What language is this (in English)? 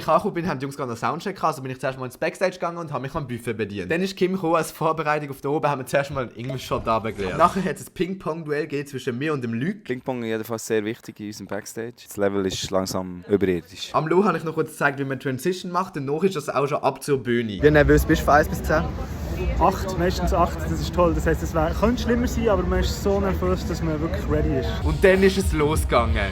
Swiss German